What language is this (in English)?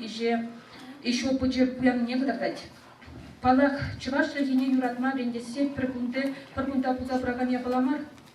Chuvash